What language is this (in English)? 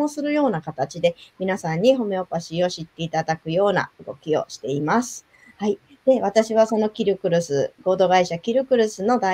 Japanese